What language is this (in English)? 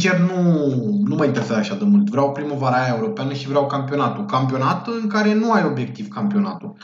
Romanian